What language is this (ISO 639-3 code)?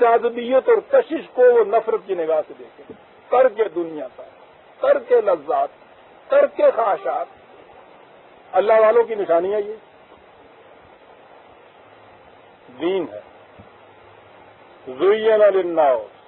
urd